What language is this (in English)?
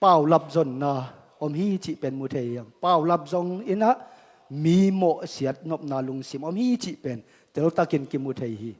Tedim Chin